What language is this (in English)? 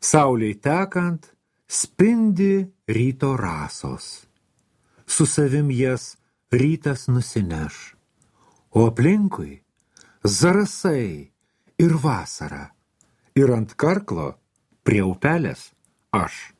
Lithuanian